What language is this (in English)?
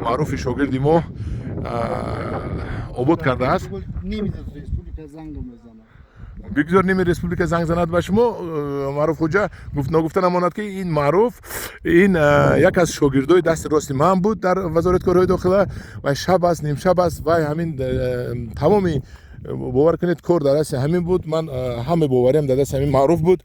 Tajik